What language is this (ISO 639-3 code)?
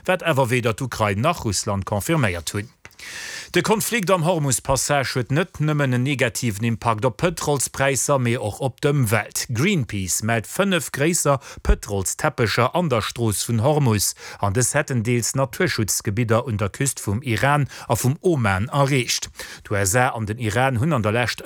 ltz